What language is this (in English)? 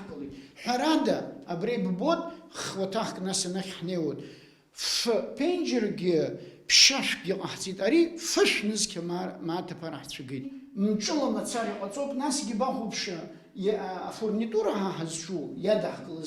Abkhazian